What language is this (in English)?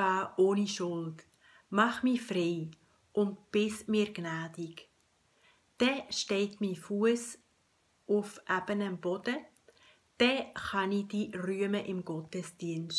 Swiss German